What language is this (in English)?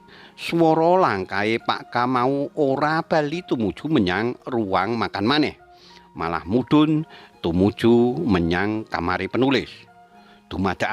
Javanese